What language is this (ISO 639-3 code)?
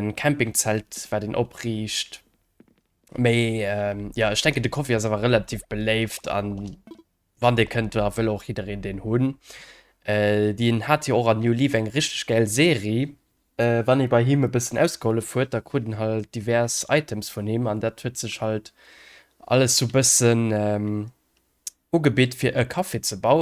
ltz